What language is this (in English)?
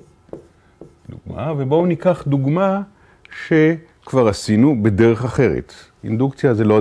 Hebrew